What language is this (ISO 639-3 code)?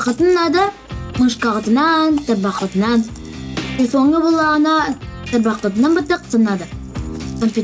sah